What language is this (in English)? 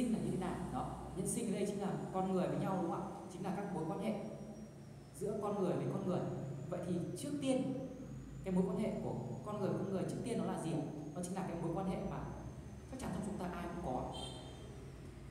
Vietnamese